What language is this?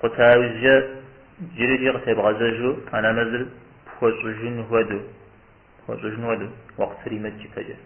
Kabardian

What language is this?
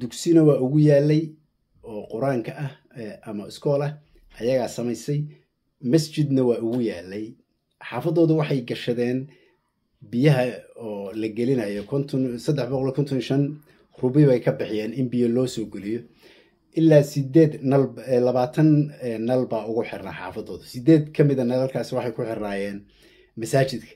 Somali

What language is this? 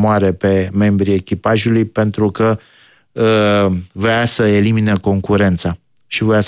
Romanian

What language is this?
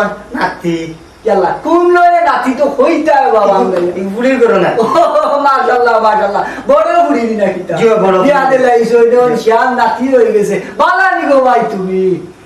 Sylheti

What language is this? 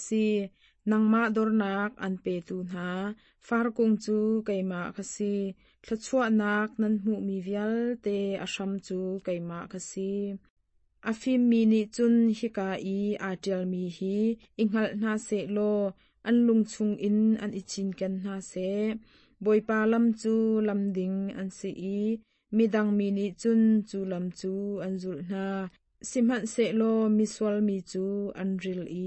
Hakha Chin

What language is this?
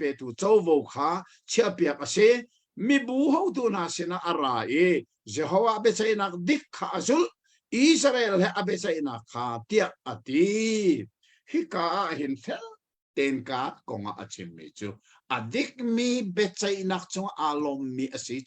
Hakha Chin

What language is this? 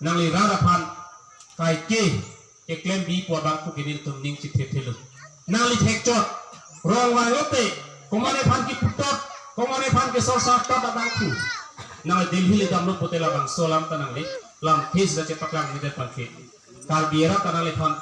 Karbi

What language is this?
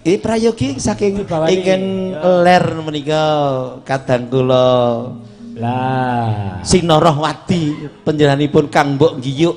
Javanese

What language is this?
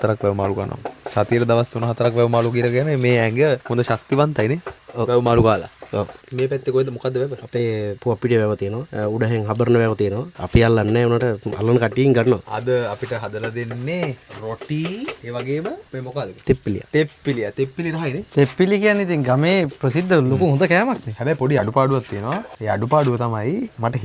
Sinhala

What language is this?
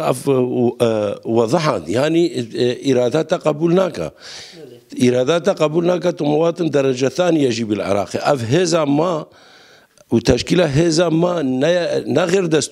Kurdish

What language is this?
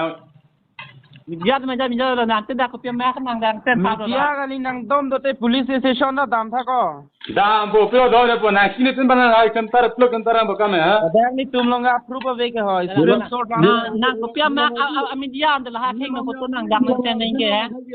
Karbi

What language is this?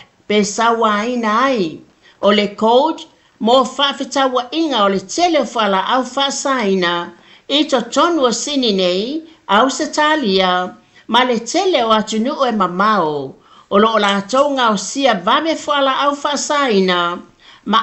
Samoan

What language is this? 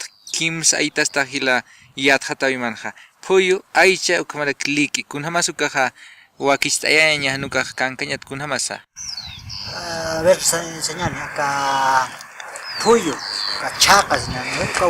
Aymara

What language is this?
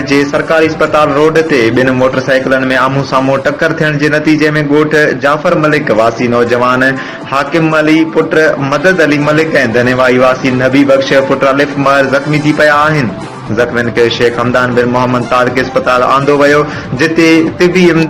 Sindhi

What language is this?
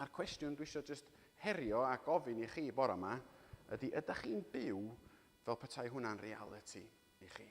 Welsh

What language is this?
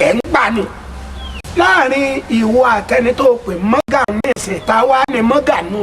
Yoruba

